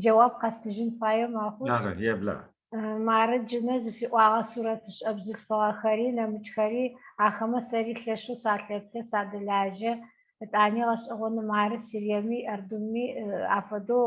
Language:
Adyghe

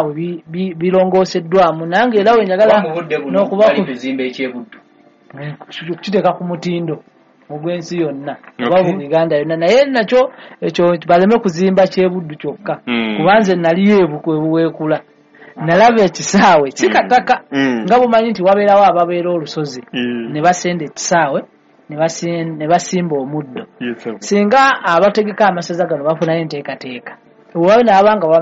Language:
Ganda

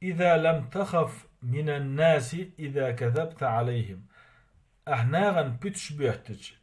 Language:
Chechen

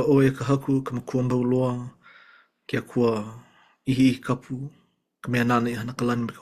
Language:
Hawaiian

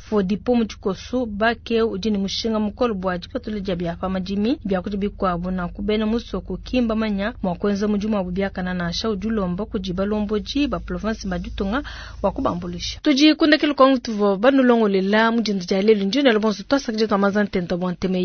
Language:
Luba-Lulua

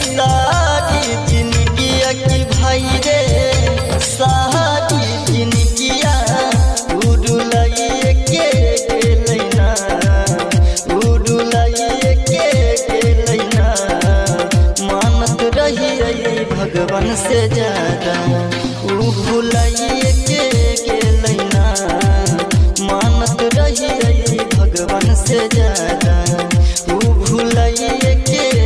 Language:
Bhojpuri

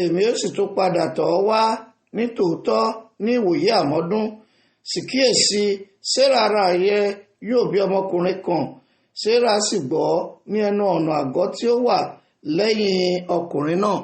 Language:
Yoruba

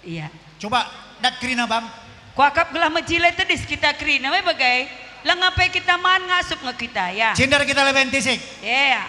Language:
Batak Karo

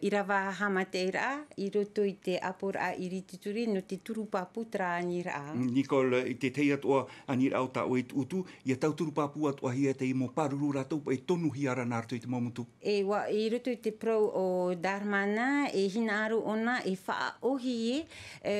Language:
Tahitian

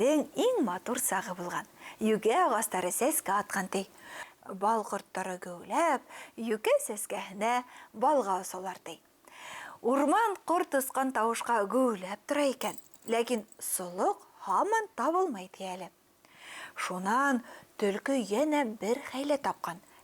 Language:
Bashkir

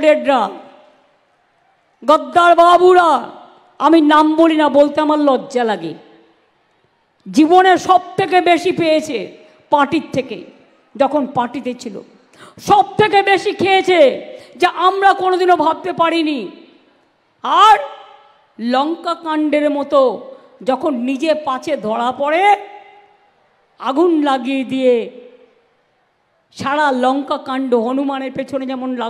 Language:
Bangla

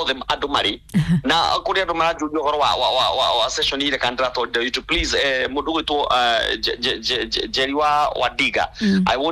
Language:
Kikuyu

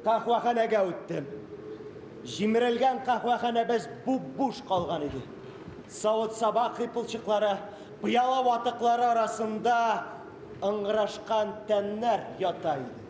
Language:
Tatar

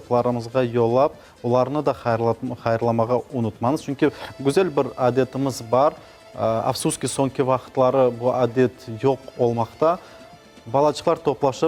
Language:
Crimean Tatar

